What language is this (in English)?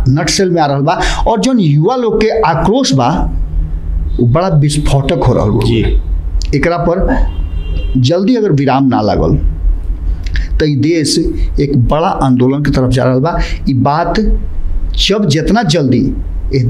Bhojpuri